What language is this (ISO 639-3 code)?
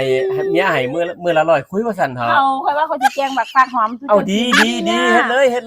tts